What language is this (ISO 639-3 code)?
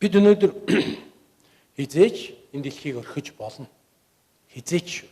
mon